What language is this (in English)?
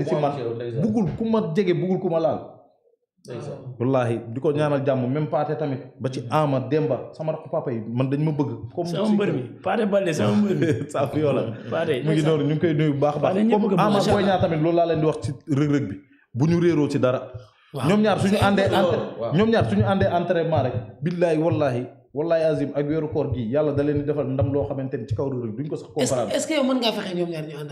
Wolof